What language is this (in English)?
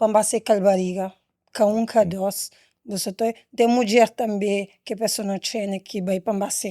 Kabuverdianu